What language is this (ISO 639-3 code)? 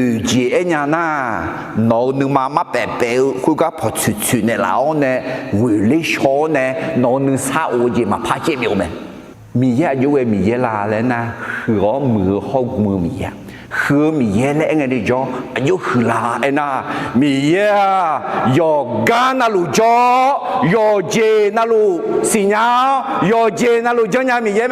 ahk